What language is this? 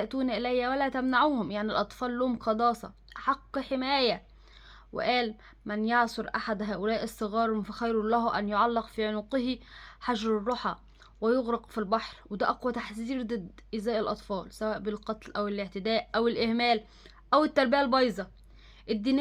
Egyptian Arabic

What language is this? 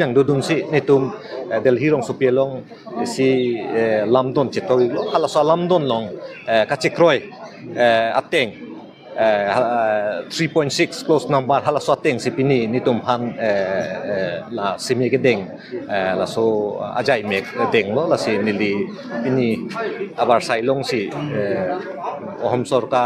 Karbi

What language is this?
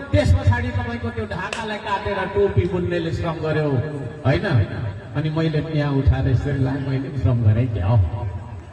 Nepali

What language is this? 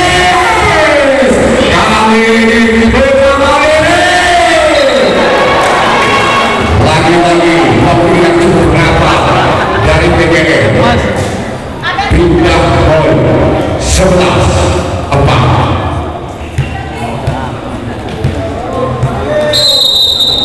Indonesian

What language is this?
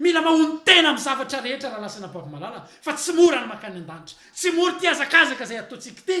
Malagasy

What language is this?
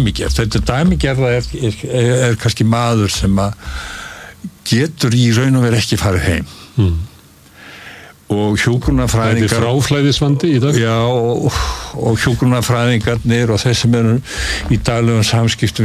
Icelandic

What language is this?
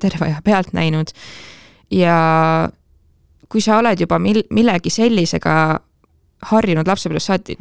Estonian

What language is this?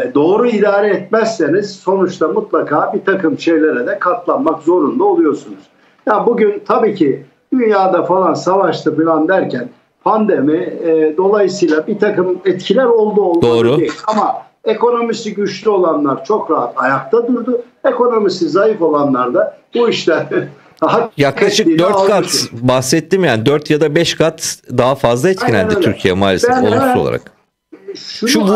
Turkish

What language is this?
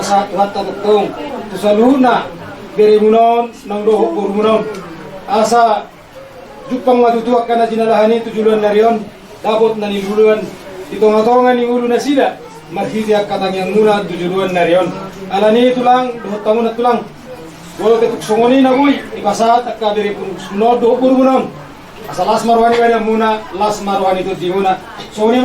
Batak Toba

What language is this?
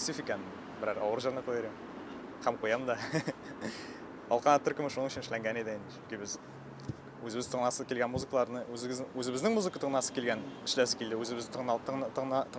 Tatar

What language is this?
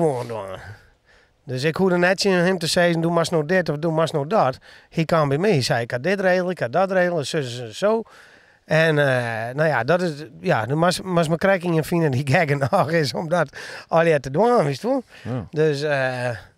Western Frisian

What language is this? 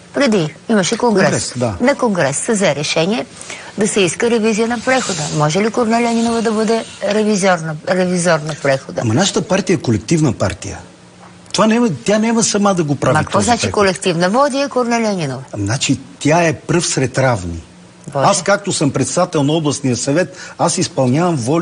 Bulgarian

